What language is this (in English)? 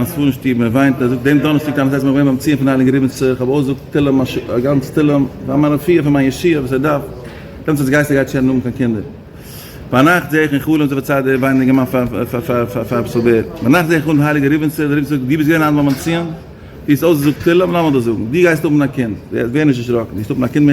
Yiddish